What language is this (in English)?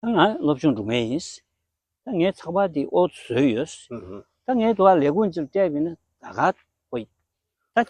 Tibetan